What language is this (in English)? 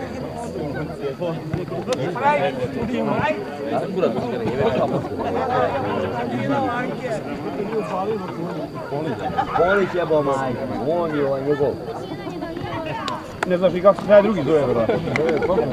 Croatian